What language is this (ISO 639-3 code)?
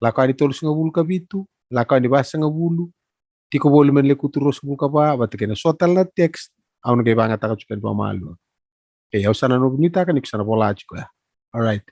fij